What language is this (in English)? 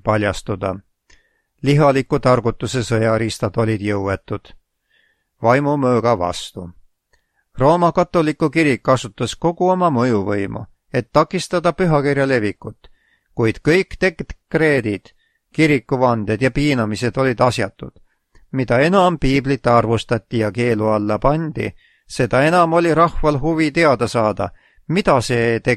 Estonian